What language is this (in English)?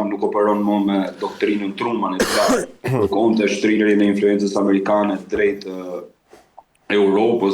Albanian